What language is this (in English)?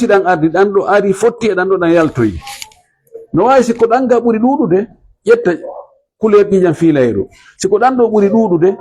Fula